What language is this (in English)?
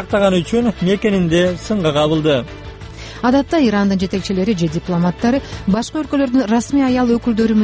Kyrgyz